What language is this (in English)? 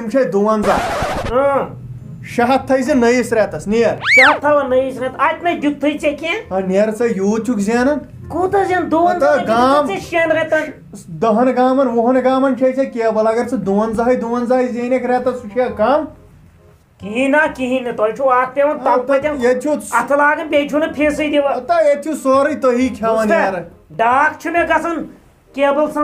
Kashmiri